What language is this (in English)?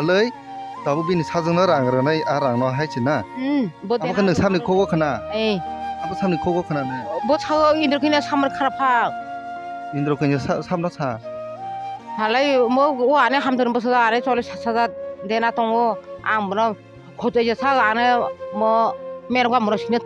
Kok Borok